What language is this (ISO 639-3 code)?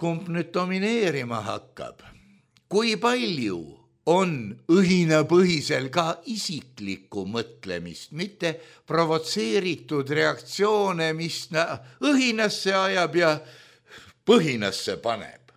est